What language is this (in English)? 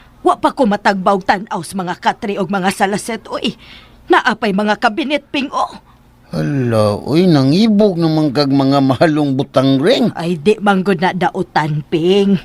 Cebuano